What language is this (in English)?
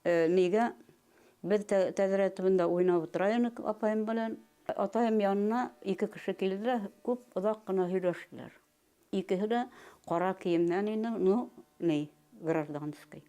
Bashkir